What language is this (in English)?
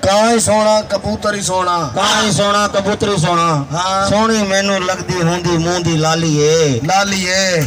Saraiki